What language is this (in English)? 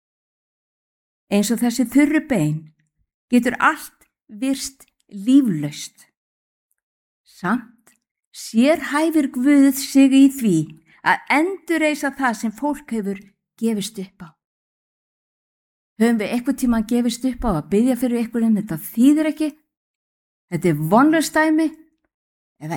Icelandic